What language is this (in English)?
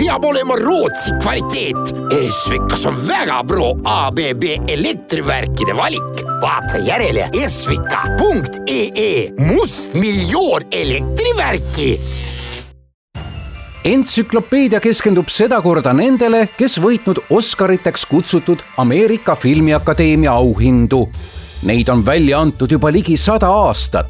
Estonian